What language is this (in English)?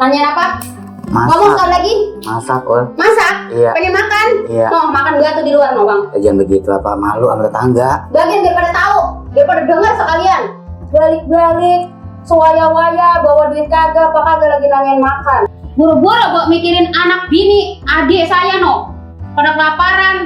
Betawi